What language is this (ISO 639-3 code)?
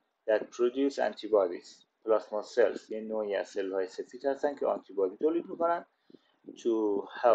fas